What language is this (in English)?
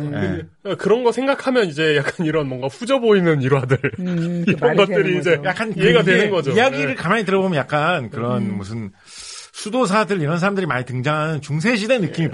Korean